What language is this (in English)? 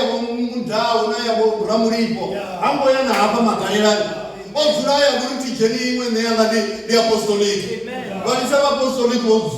Venda